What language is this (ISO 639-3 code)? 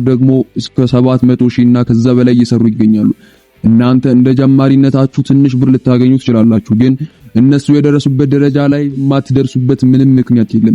amh